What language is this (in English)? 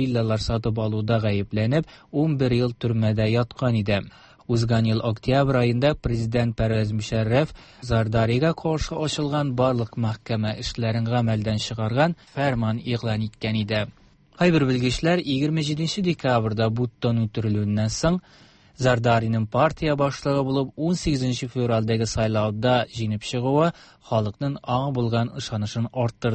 Tatar